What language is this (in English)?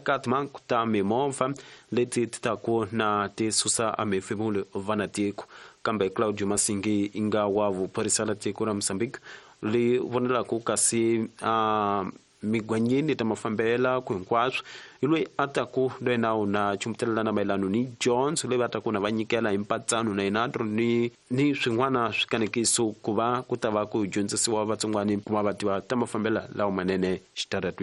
Tsonga